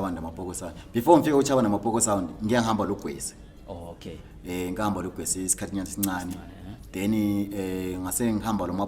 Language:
Zulu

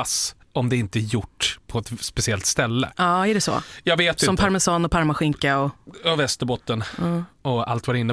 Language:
Swedish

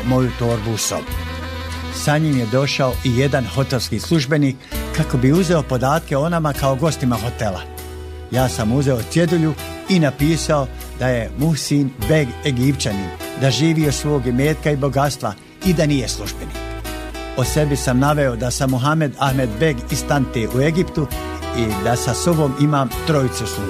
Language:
Bosnian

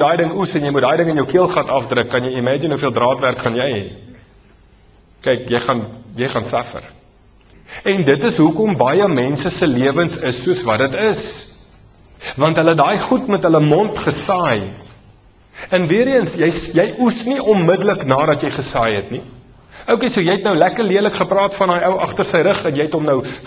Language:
Afrikaans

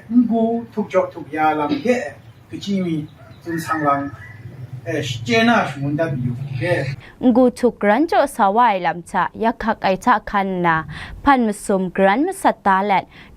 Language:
Kachin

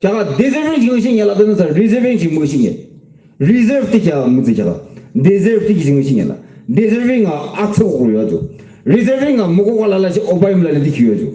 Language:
Yimchungru Naga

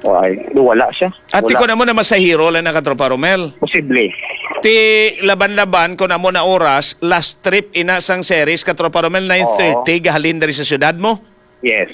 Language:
Hiligaynon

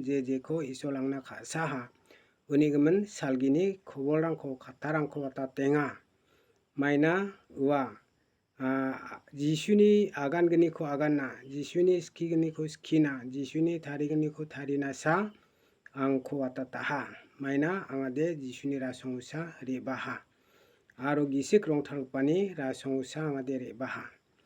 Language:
Garo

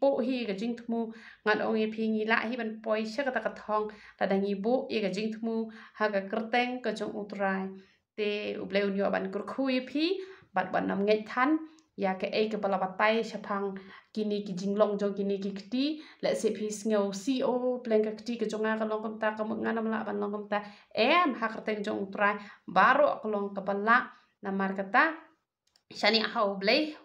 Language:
Khasi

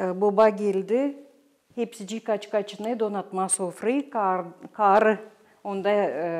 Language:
Gagauz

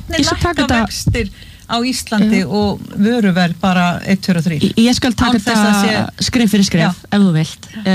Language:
Icelandic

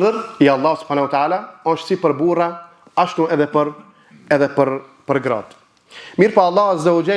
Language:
Albanian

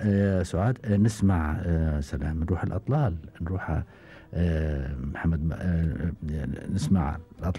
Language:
Gulf Arabic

